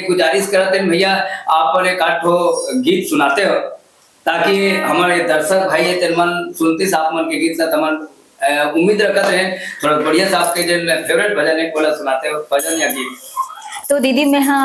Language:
Chhattisgarhi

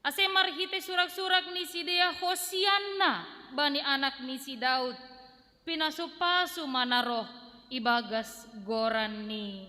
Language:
Batak Simalungun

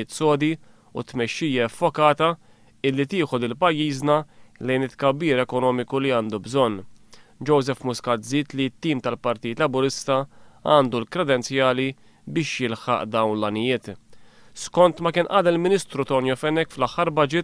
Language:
Maltese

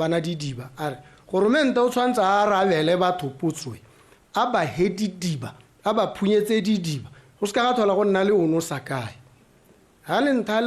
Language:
Tswana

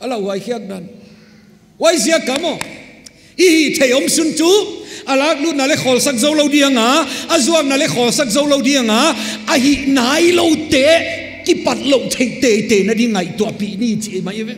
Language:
Paite Chin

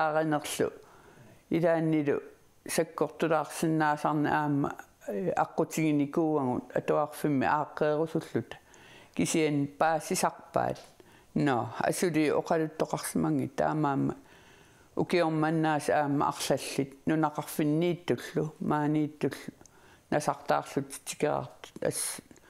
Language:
Kalaallisut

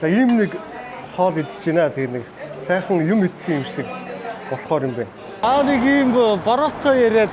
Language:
Mongolian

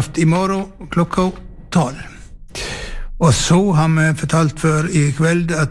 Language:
Norwegian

